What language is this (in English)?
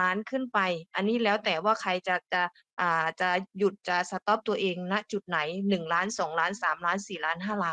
Thai